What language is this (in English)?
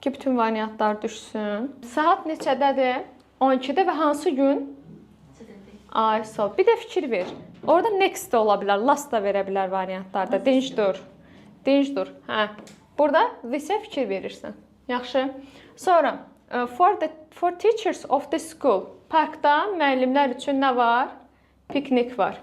Azerbaijani